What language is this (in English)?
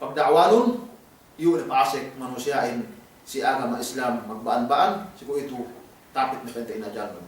Yakan